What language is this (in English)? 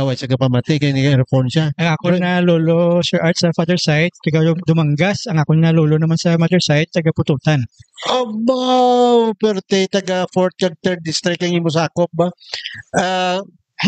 Hiligaynon